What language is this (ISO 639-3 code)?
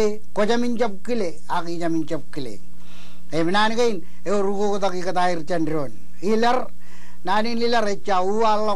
mah